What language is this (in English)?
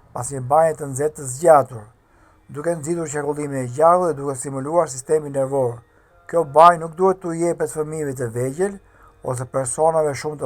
Albanian